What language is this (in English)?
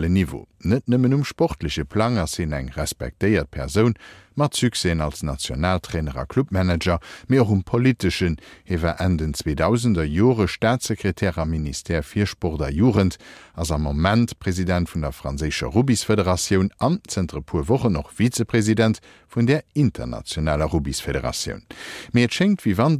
Luxembourgish